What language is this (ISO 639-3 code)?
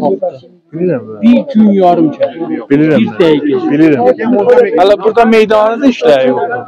azb